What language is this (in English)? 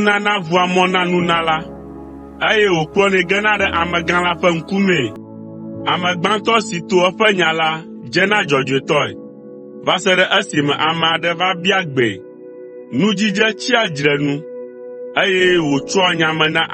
Ewe